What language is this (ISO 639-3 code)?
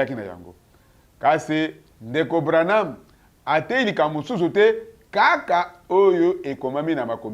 lin